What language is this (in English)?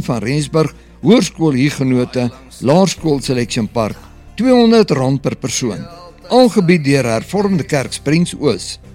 Afrikaans